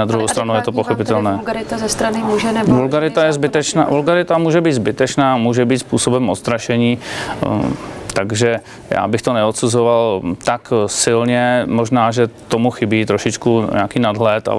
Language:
Czech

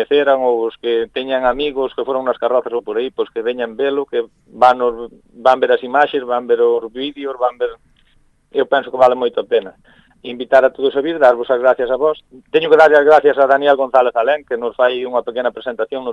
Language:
Galician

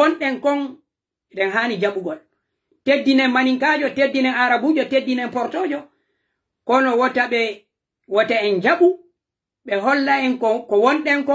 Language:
Pular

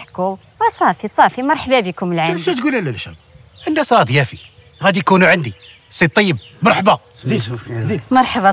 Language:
Moroccan Arabic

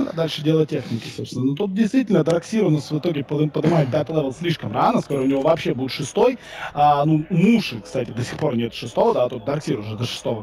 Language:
Russian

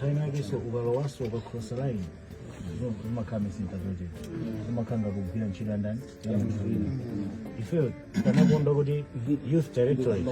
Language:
Nyanja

